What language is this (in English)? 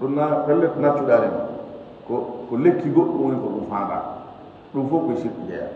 Fula